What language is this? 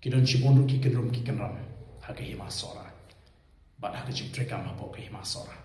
Khasi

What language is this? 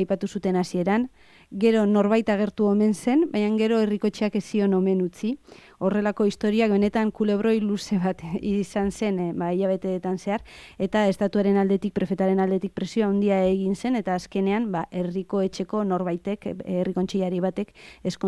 Basque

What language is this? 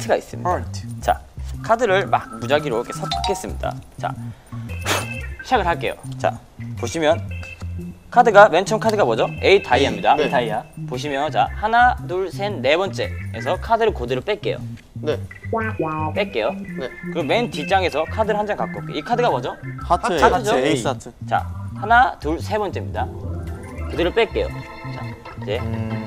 Korean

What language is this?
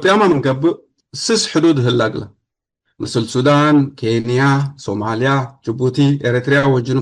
Tigre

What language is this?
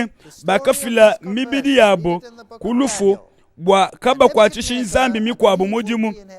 Luba-Lulua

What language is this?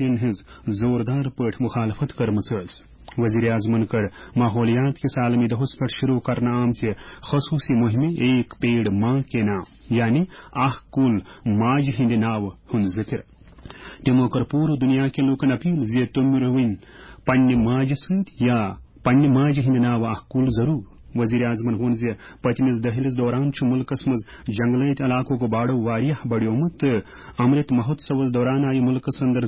Kashmiri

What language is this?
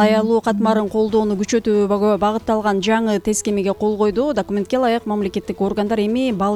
Kyrgyz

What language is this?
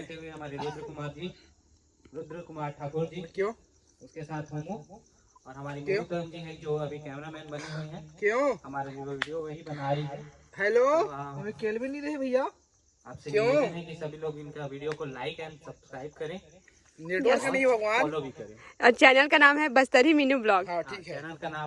Chhattisgarhi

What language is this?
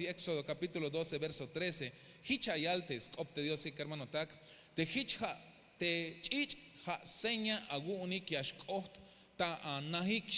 Tzeltal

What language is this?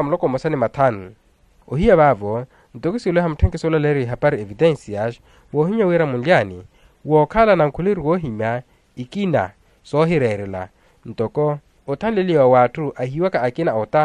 Makhuwa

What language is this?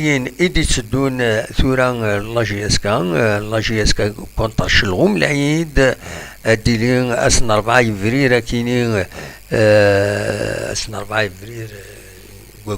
Kabyle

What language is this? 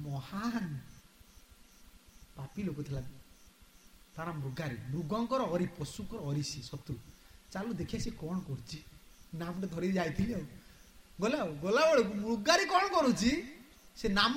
Odia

